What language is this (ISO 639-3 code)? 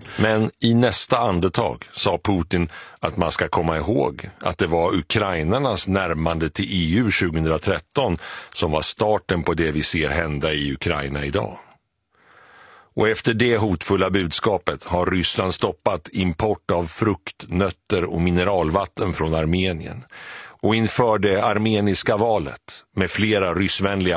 swe